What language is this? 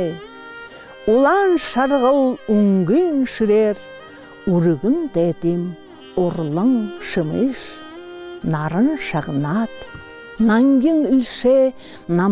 Buriat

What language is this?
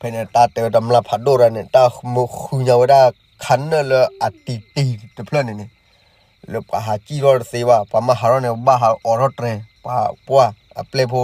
S'gaw Karen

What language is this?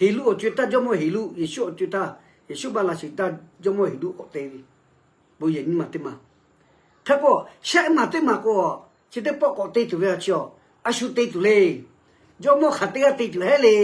Lahu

